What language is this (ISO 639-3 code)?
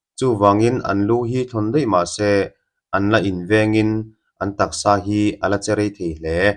lus